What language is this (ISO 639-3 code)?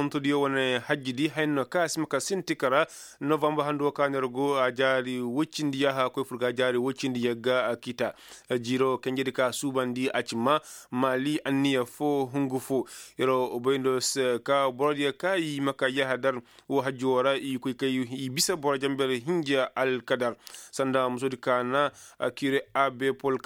ses